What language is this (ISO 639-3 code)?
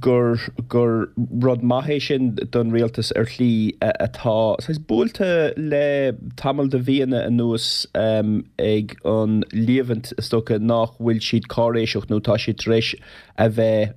gle